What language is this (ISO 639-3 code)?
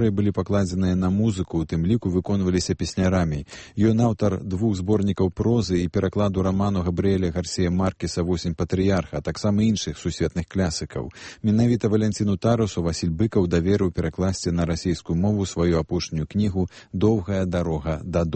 bel